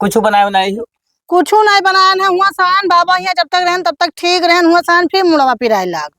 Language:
Awadhi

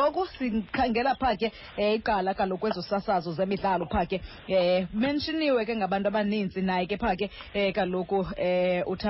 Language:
Xhosa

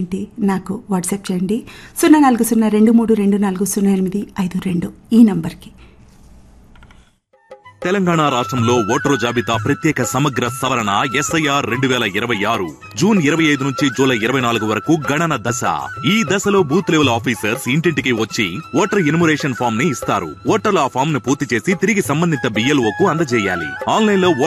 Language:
Telugu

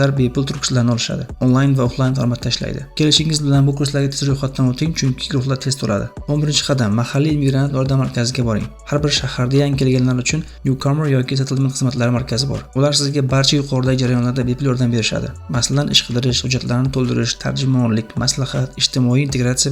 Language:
Uzbek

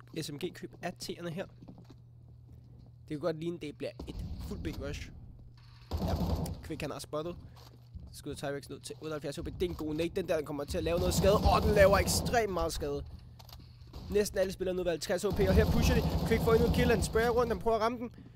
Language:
Danish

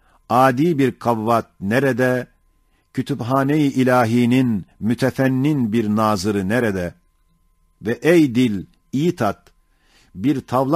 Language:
Ottoman Turkish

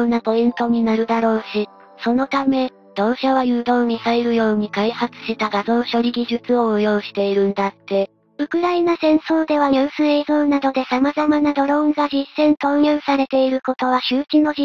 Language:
Japanese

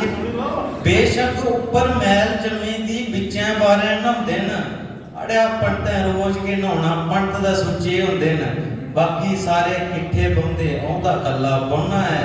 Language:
Dogri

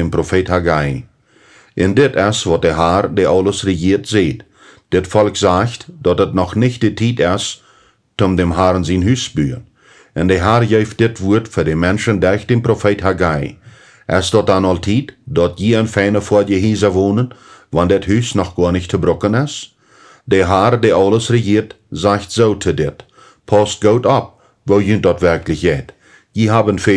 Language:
Plautdietsch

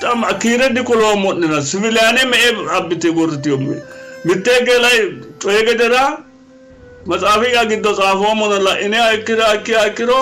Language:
Sidamo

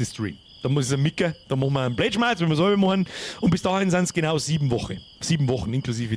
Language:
Bavarian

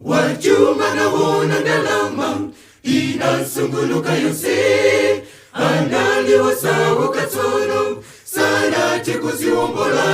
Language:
Nyanja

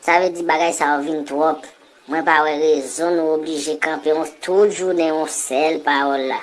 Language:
Haitian Creole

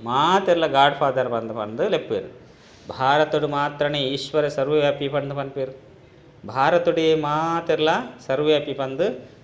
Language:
Tulu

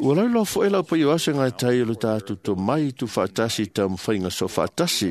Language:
Samoan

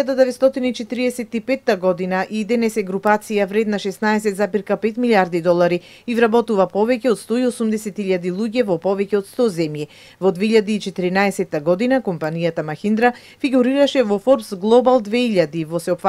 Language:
Macedonian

